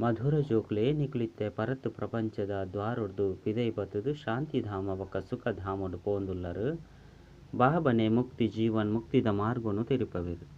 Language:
Tulu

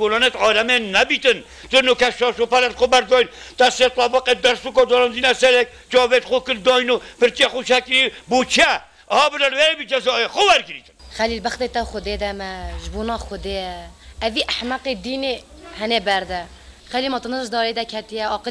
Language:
Kurdish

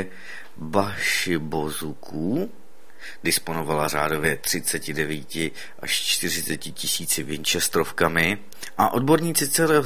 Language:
Czech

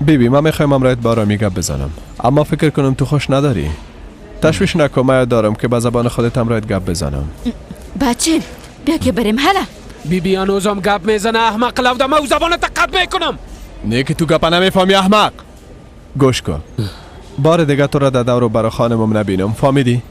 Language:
Persian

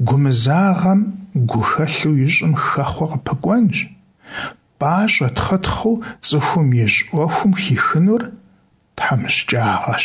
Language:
Kabardian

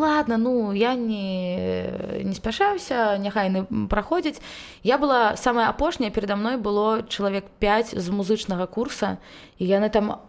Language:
Belarusian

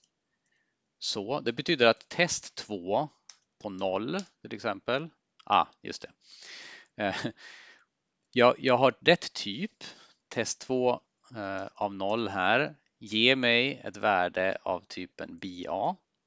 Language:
Swedish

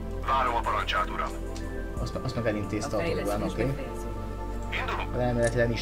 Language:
Hungarian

